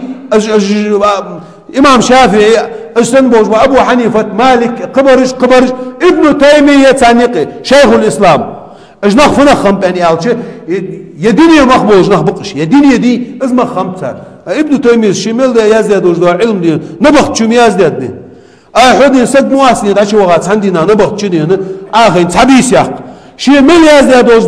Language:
Ingush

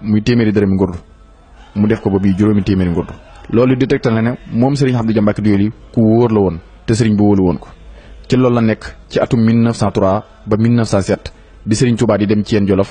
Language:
Wolof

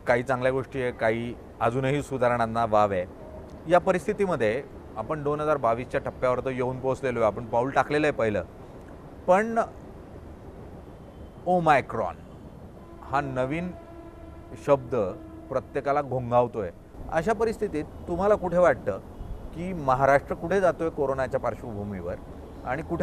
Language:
Marathi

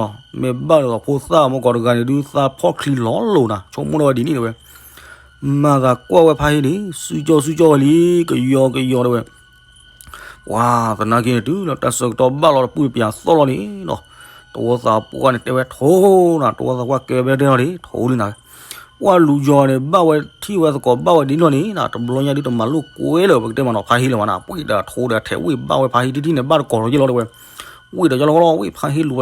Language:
S'gaw Karen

